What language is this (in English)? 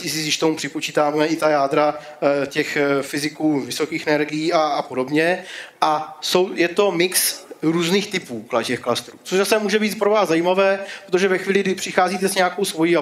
Czech